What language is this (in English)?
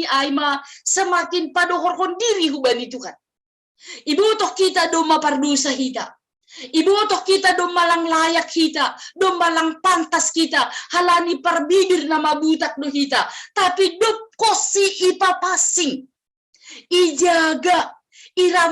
Batak Simalungun